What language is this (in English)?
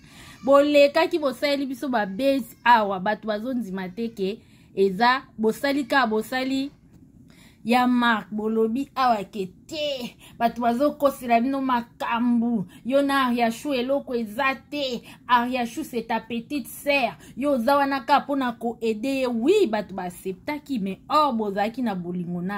Lingala